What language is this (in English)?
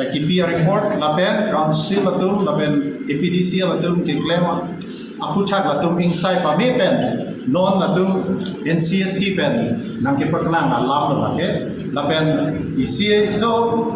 Karbi